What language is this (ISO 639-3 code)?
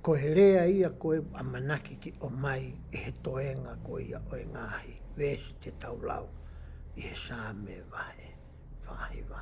ton